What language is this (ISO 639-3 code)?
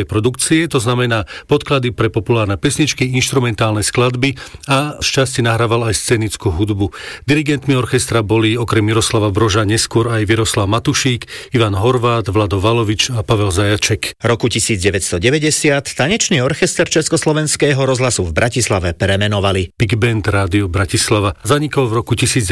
slk